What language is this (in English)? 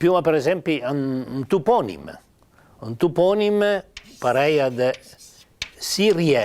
Piedmontese